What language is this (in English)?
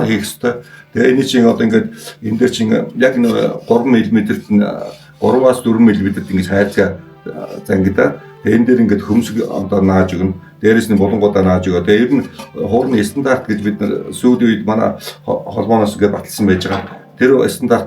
Mongolian